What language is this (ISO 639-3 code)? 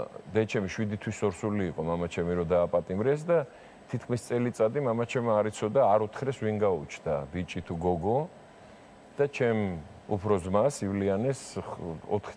kat